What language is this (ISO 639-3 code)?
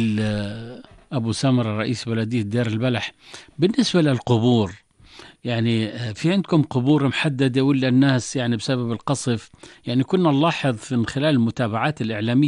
apc